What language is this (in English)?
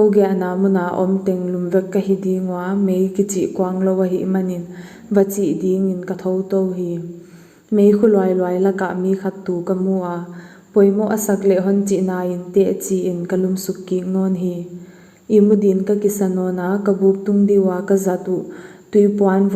Paite Chin